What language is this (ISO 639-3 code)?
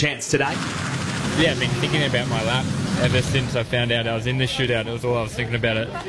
eng